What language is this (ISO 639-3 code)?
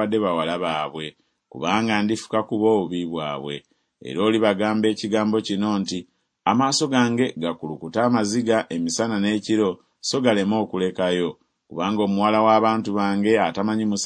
lug